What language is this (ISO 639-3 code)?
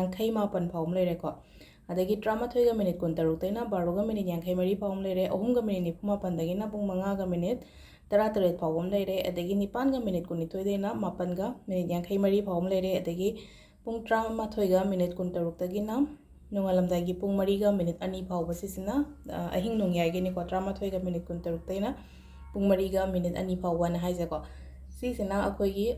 mni